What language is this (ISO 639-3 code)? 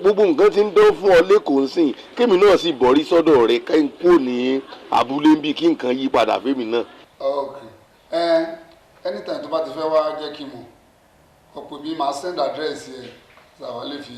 yor